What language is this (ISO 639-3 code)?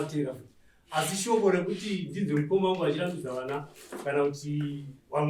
sna